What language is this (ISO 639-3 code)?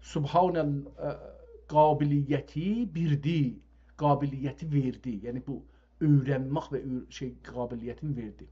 azb